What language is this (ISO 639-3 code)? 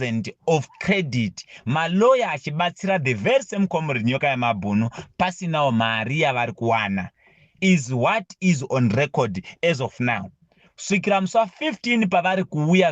sna